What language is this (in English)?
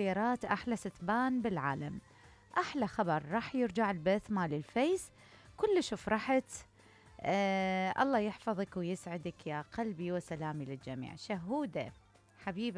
Mesopotamian Arabic